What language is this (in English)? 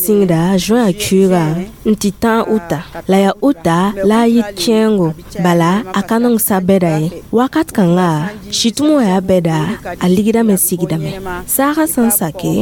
Mossi